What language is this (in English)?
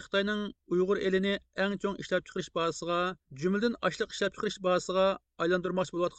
Uyghur